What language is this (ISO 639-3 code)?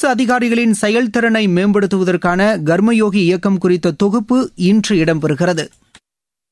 tam